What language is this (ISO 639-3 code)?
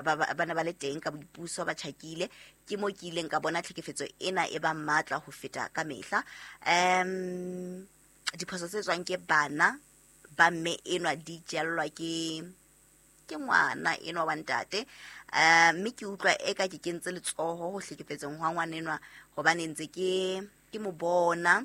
sot